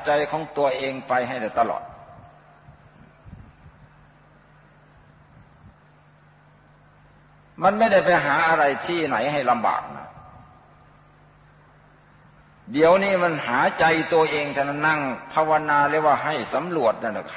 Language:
Thai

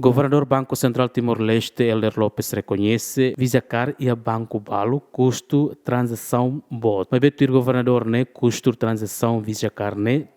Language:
Tetum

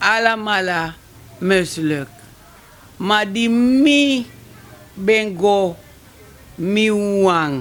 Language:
Sranan Tongo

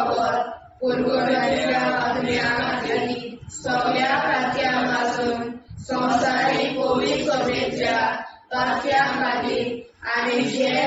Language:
Konkani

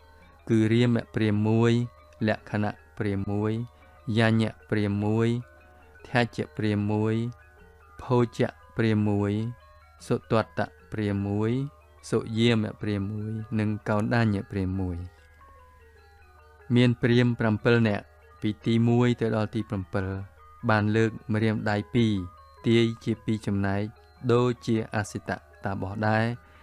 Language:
Khmer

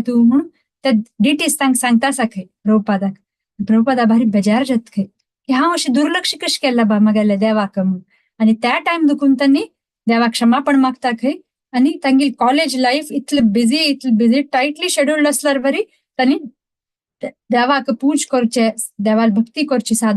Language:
Konkani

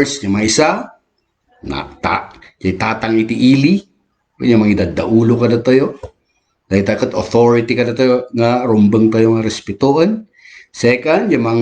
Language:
Iloko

